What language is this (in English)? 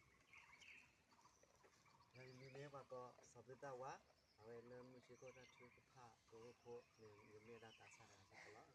S'gaw Karen